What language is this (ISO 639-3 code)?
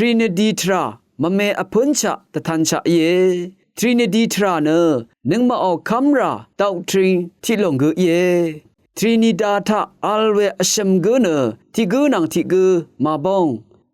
raw